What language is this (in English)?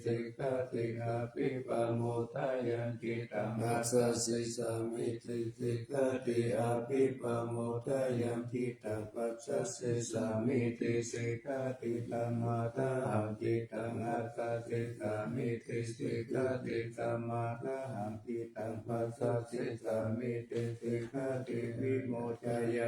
Pali